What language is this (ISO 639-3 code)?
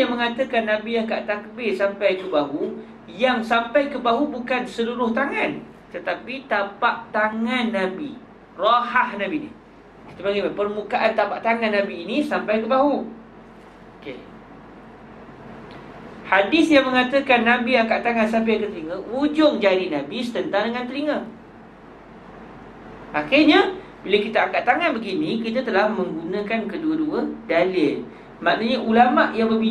msa